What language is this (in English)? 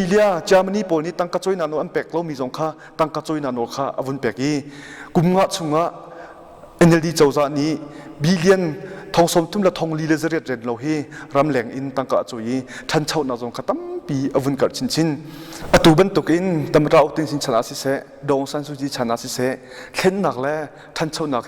Hakha Chin